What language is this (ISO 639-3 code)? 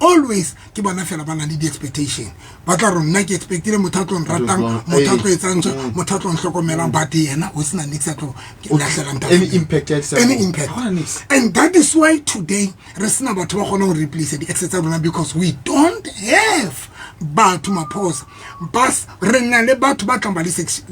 sot